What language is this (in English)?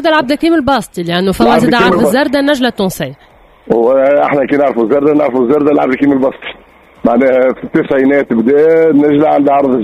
Tunisian Arabic